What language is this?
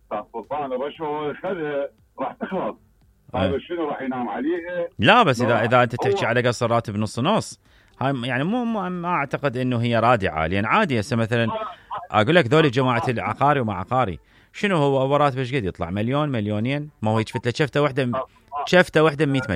Mesopotamian Arabic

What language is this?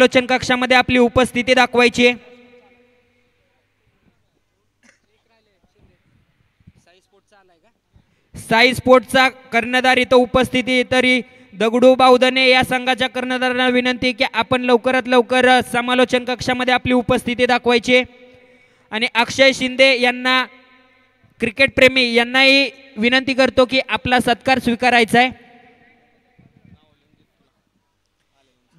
Marathi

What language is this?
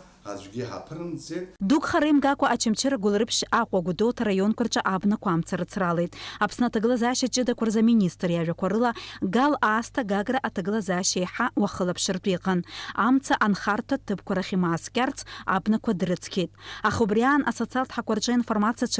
Abkhazian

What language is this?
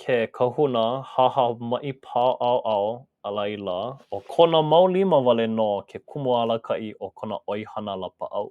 Hawaiian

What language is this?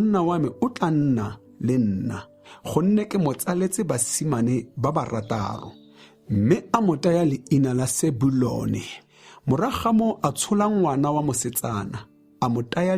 Tswana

